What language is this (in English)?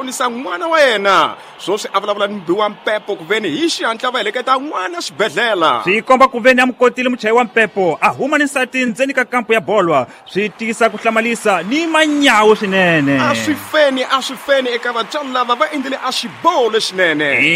Tsonga